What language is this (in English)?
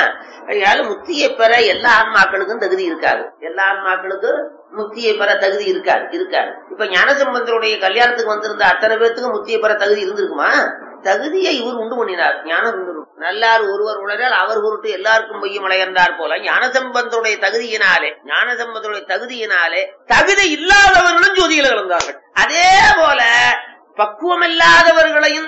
Tamil